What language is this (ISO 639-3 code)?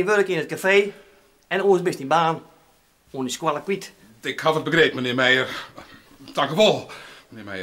fry